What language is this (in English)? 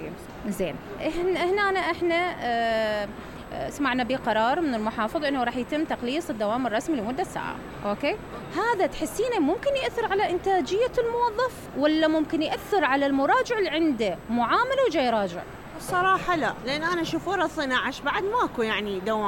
Mesopotamian Arabic